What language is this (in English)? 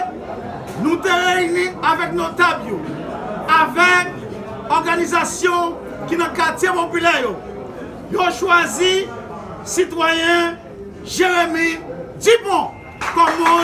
Haitian Creole